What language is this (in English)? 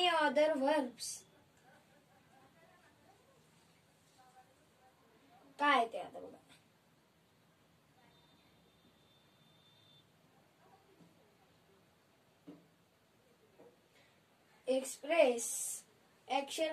Marathi